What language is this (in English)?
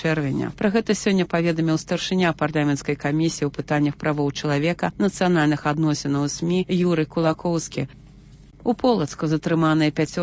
Belarusian